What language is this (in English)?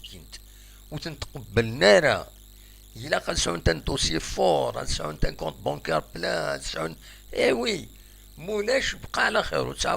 Kabyle